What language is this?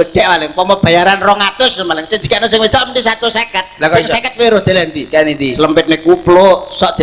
Javanese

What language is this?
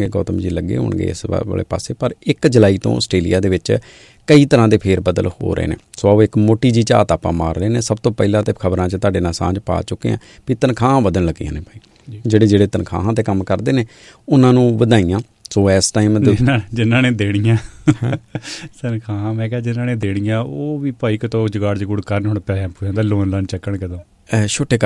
Punjabi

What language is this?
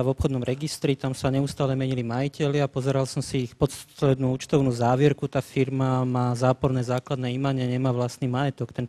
Slovak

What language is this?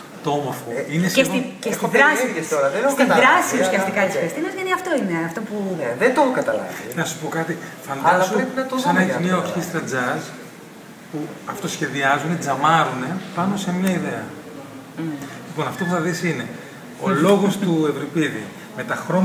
Greek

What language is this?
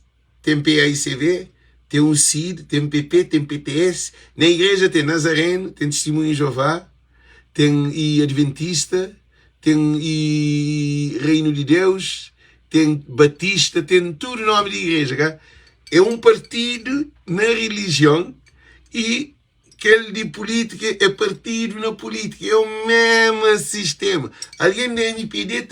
Kabuverdianu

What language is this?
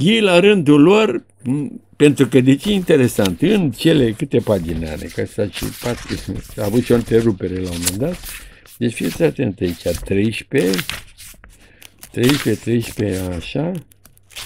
Romanian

